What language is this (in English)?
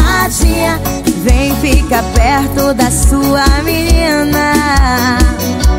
Portuguese